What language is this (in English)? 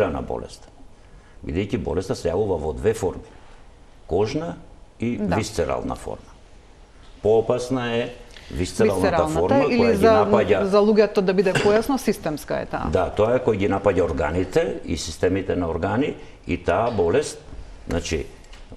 Macedonian